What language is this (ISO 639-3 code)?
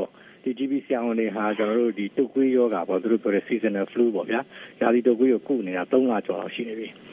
mya